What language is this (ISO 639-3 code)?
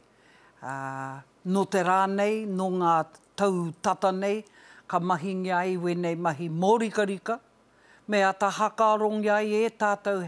mri